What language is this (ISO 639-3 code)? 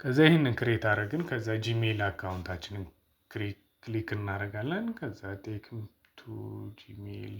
amh